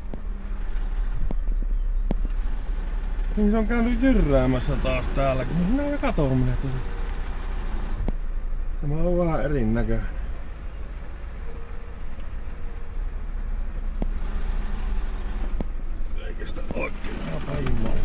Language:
Finnish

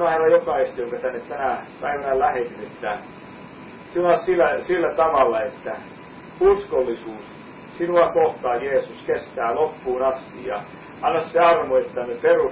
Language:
Finnish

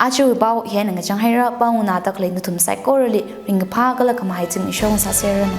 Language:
Tangkhul Naga (India)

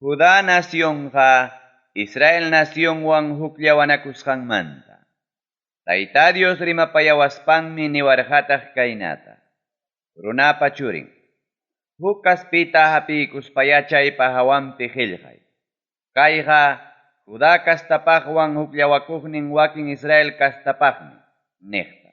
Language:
Ayacucho Quechua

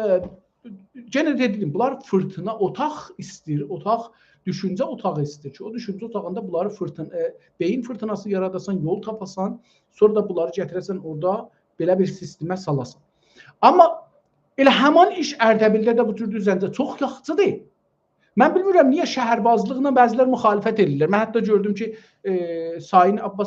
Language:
South Azerbaijani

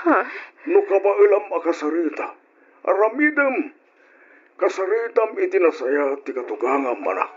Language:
Iloko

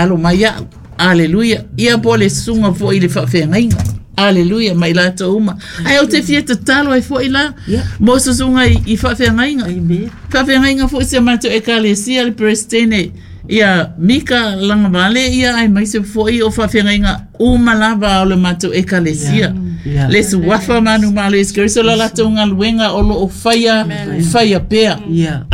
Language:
Samoan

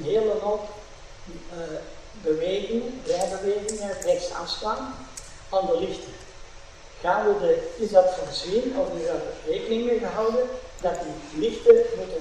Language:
Dutch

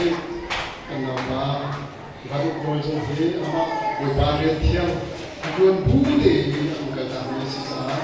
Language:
Hakha Chin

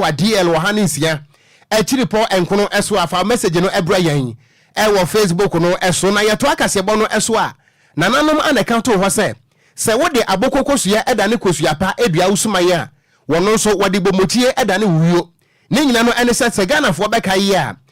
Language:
Akan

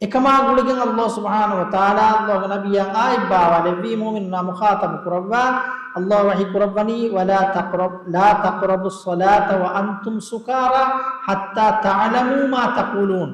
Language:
Divehi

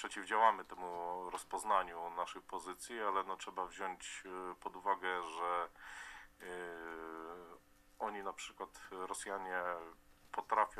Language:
Polish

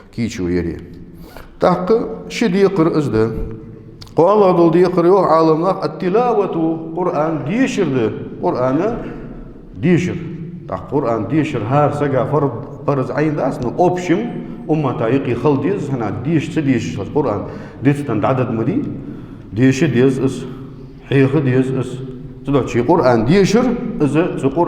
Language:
Ingush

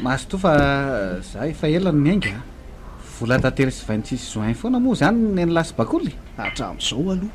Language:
Malagasy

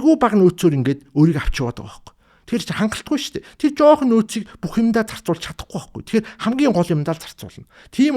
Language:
Mongolian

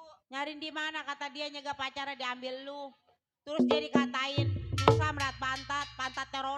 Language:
Betawi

